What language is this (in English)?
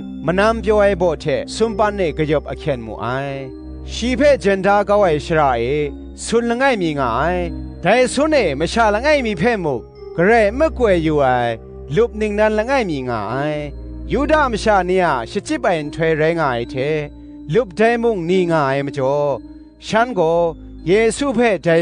Kachin